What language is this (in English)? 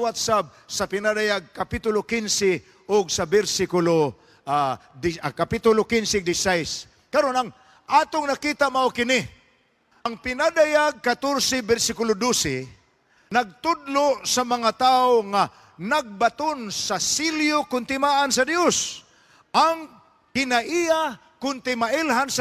Cebuano